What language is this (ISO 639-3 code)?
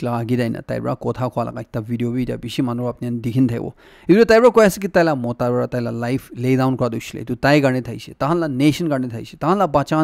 nag